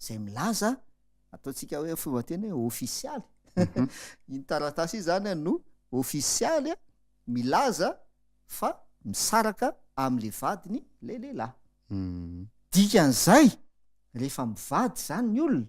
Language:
Malagasy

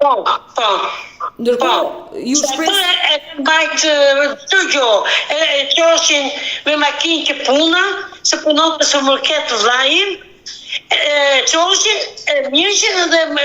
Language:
Albanian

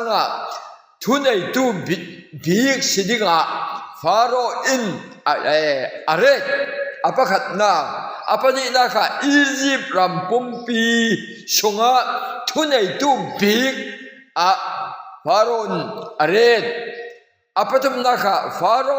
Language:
Falam Chin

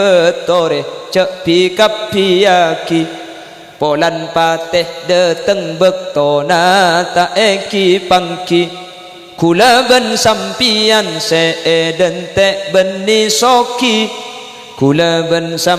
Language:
Madurese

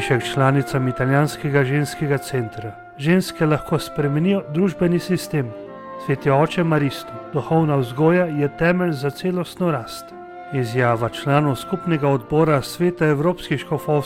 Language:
Slovenian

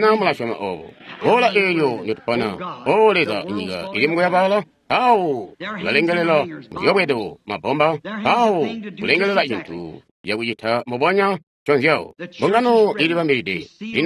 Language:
Tonga (Zambia)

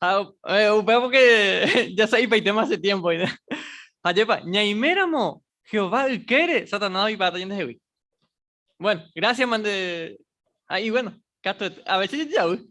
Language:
Guarani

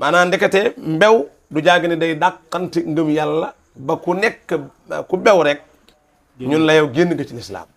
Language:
Wolof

